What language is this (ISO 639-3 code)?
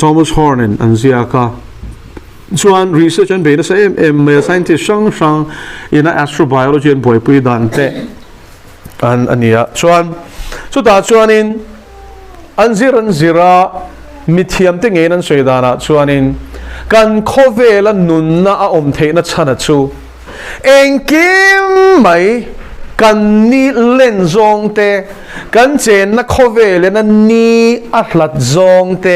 lus